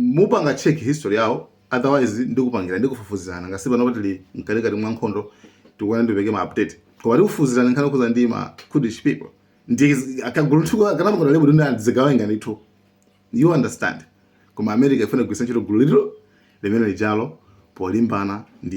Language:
Nyanja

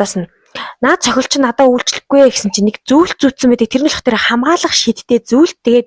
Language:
Mongolian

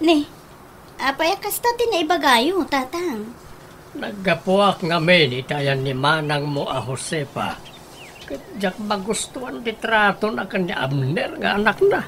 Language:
Iloko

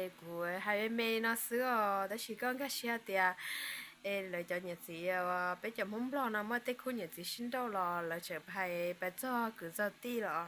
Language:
Hmong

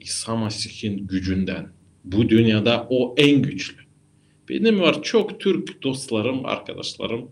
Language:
Gagauz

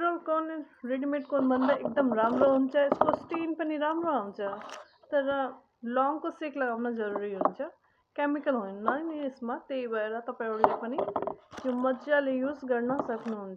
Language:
Nepali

